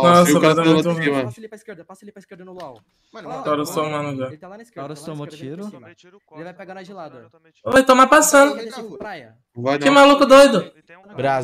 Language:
Portuguese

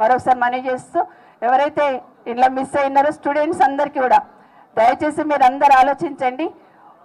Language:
Telugu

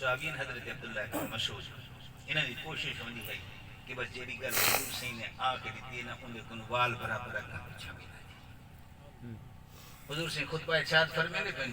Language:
Saraiki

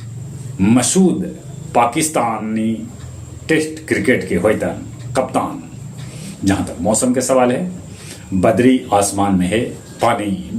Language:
Magahi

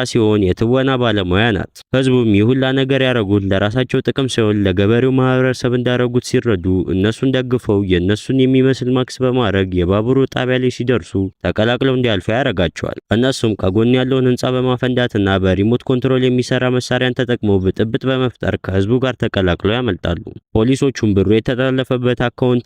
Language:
Amharic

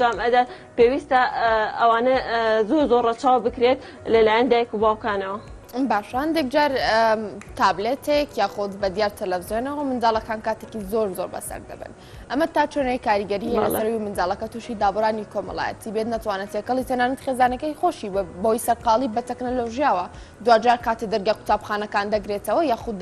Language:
Central Kurdish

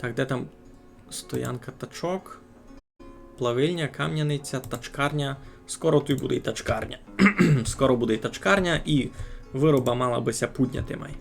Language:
Rusyn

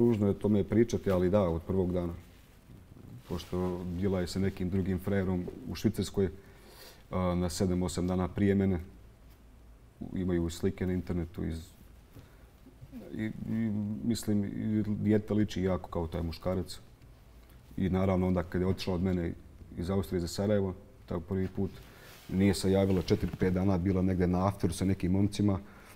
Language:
Bosnian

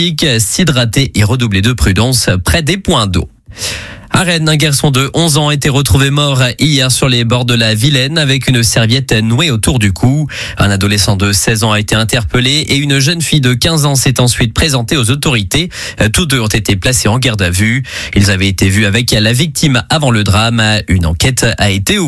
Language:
French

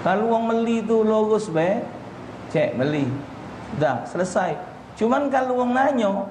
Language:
Musi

